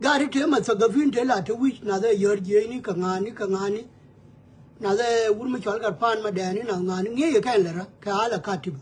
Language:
Nuer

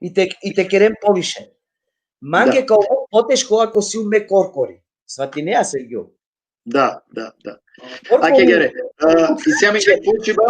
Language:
Balkan Romani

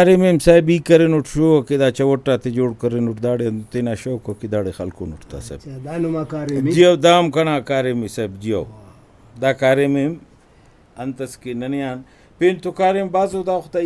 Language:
Brahui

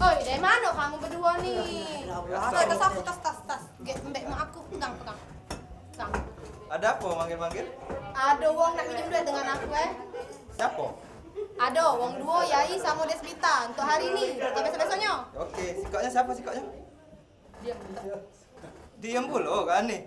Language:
Musi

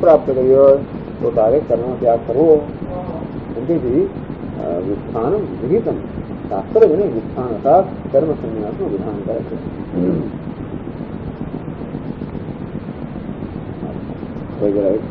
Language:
Gujarati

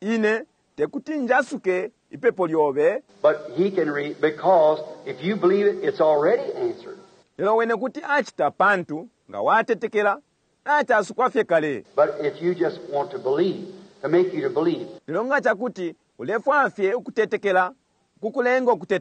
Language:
Bemba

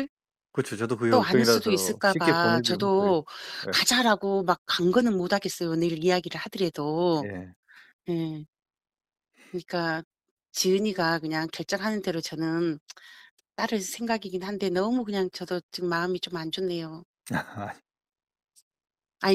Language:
Korean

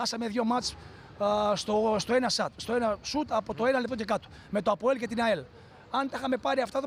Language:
Greek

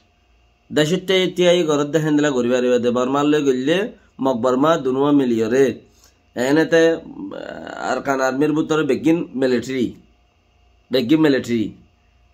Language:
Rohingya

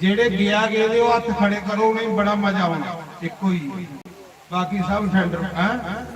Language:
Dogri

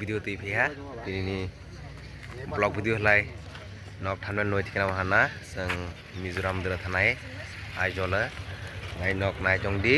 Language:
Kok Borok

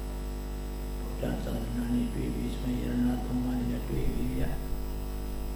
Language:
Burmese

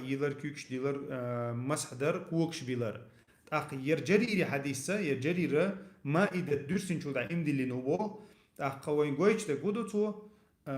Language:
Chechen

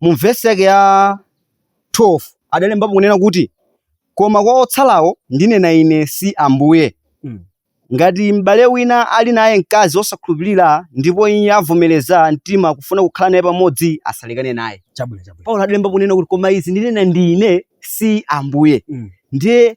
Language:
Nyanja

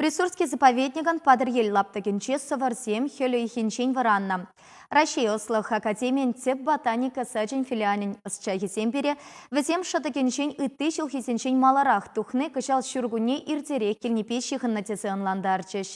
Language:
Chuvash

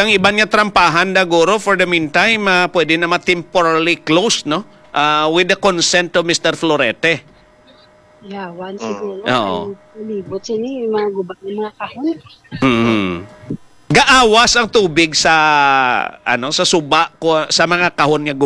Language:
Hiligaynon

